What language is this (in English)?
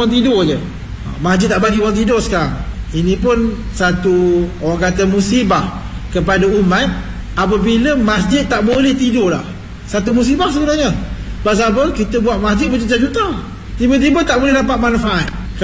Malay